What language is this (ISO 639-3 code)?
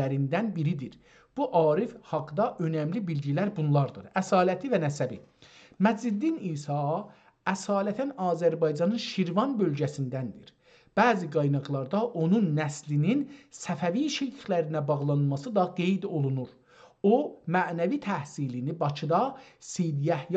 azb